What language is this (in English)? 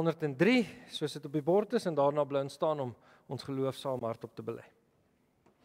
Afrikaans